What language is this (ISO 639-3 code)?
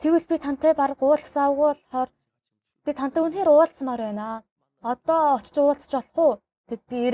mon